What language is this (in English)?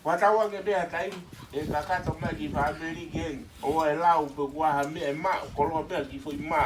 Tongan